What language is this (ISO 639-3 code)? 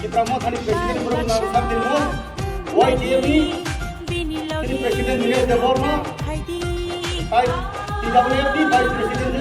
trp